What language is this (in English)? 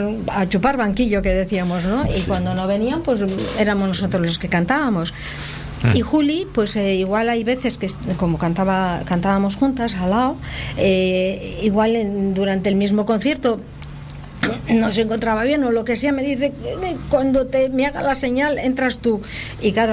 Spanish